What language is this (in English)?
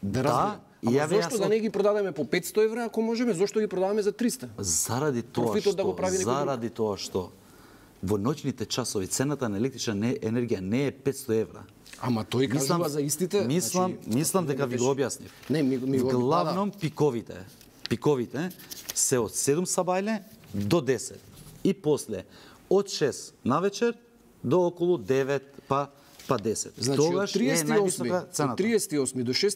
Macedonian